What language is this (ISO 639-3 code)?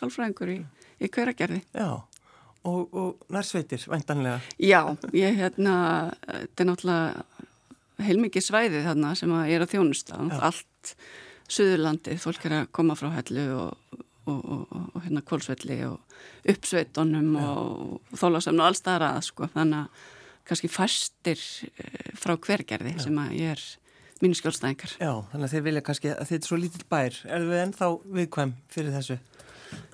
isl